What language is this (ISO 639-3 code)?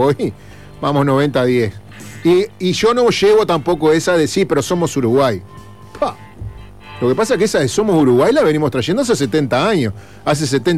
spa